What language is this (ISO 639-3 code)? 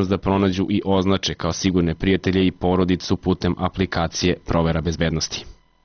srp